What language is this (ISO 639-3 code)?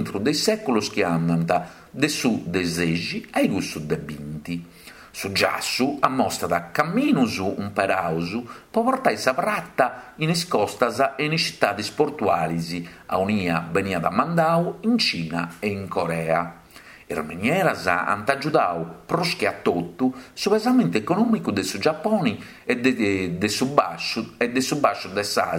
srd